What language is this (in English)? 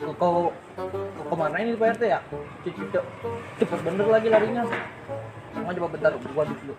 Betawi